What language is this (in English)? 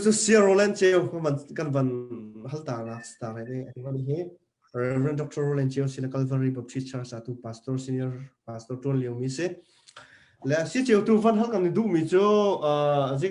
Hakha Chin